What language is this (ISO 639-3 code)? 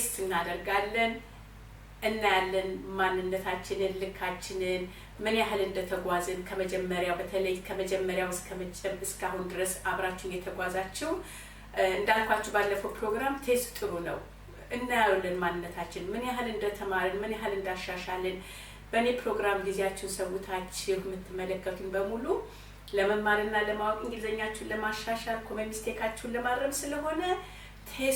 amh